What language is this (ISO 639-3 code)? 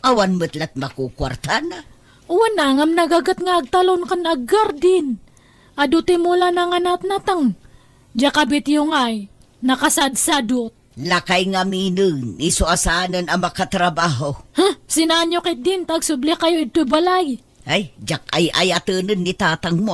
ilo